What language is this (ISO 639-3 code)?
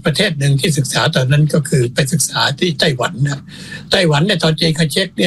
tha